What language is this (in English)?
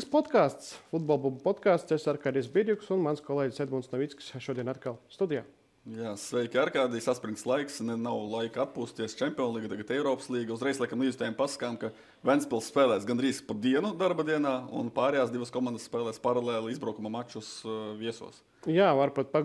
Latvian